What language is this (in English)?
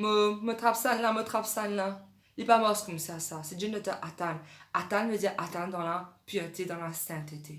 Morisyen